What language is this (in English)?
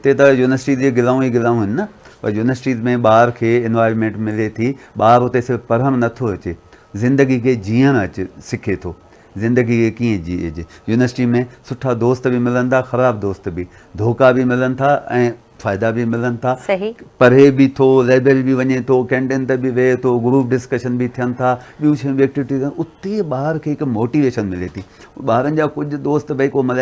Sindhi